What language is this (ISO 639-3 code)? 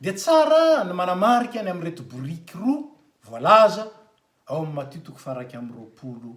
mlg